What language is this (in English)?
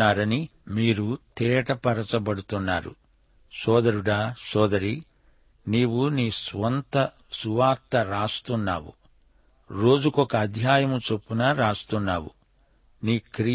Telugu